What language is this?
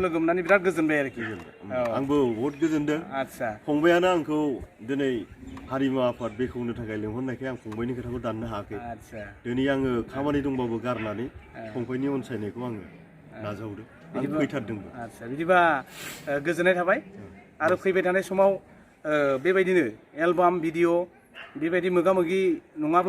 Bodo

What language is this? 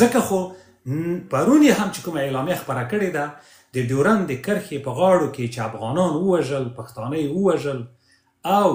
Pashto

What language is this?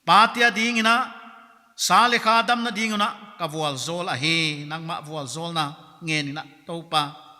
Paite Chin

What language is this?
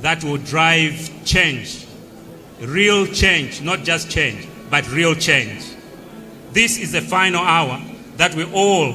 Nyanja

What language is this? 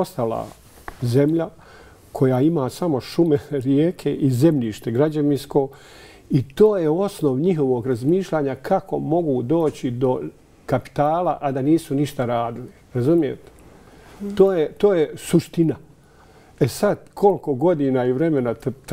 Bosnian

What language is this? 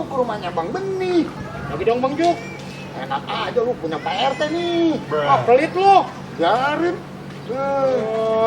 Betawi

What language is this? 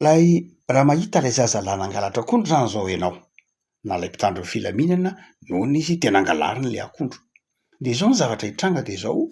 Malagasy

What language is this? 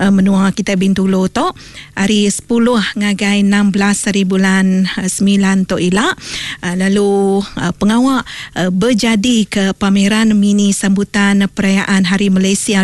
Iban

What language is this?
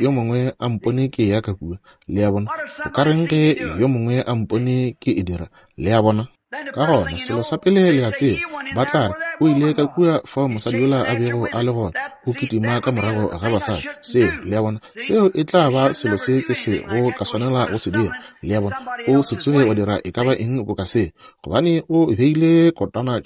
Northern Sotho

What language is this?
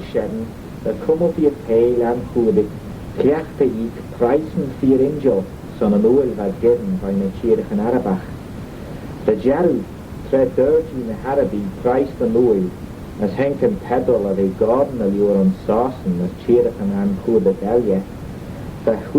Manx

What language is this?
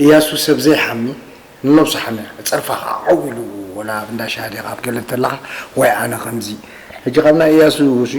Tigrinya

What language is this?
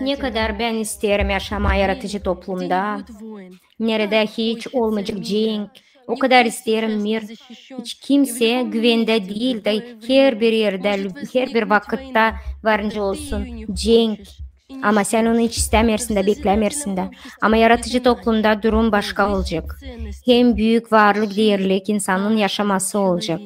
Gagauz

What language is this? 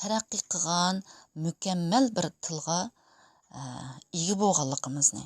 Uyghur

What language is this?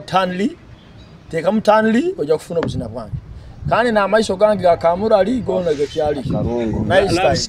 Nyoro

